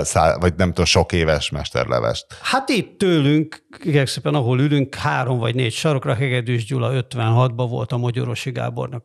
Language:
Hungarian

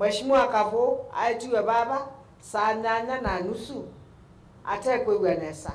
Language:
Kamba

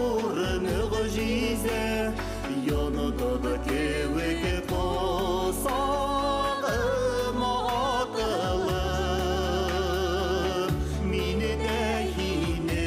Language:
Bashkir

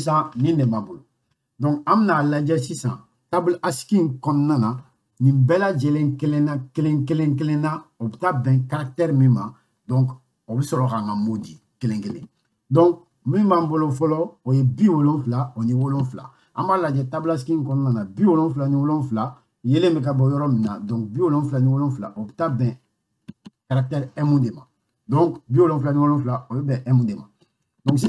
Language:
Bambara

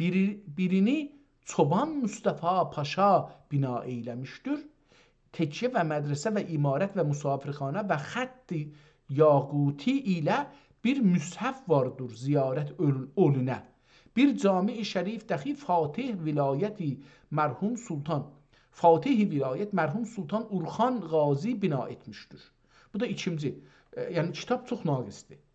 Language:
South Azerbaijani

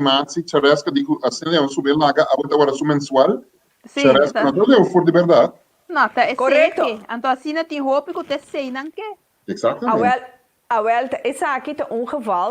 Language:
Papiamento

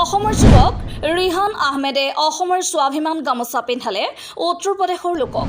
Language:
Assamese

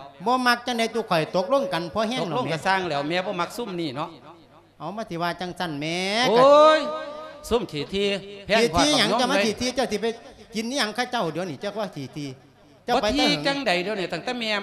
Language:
Lao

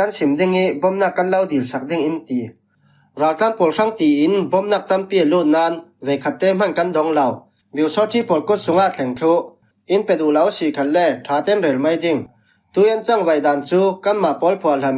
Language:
Falam Chin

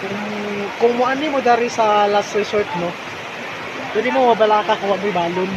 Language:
Cebuano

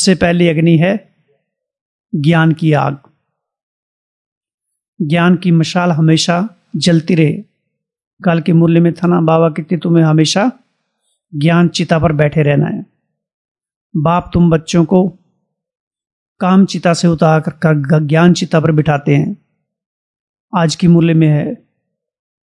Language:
Hindi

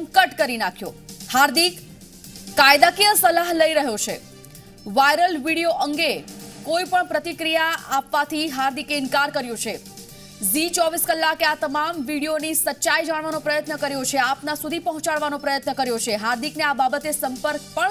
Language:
Gujarati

